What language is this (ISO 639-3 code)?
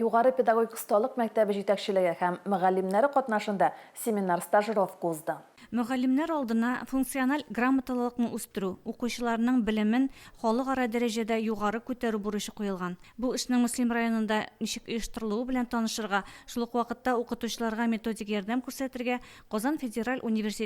tat